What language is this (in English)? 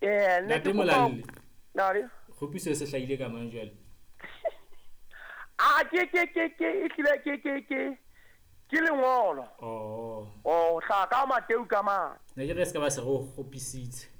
Southern Sotho